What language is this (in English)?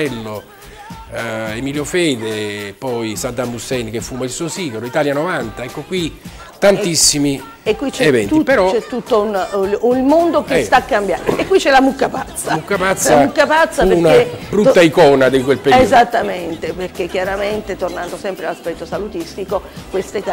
Italian